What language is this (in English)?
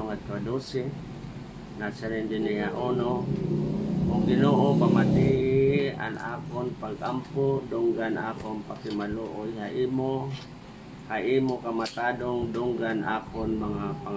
Waray